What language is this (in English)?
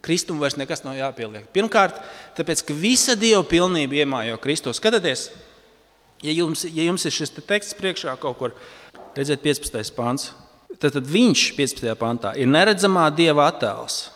Latvian